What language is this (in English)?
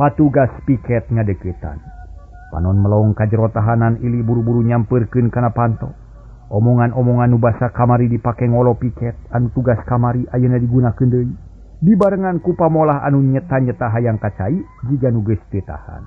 Sundanese